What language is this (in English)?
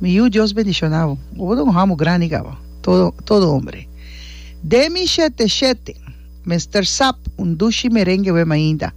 Papiamento